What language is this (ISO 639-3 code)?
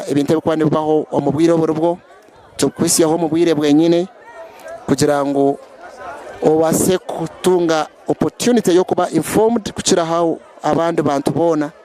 nyn